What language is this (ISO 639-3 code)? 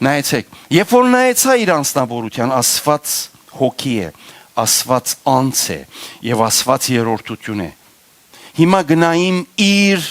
hyw